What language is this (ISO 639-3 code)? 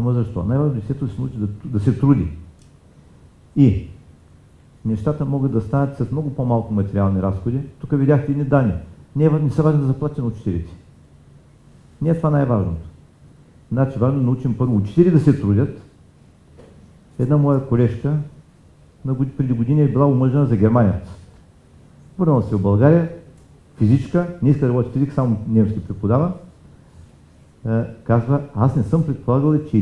bul